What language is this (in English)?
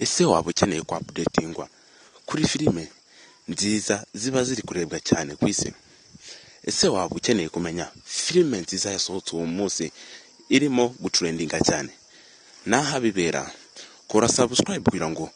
Kinyarwanda